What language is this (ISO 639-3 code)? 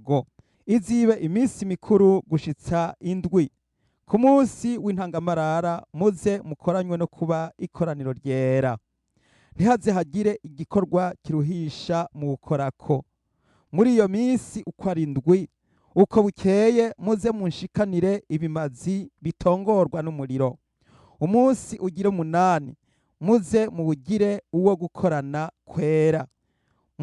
run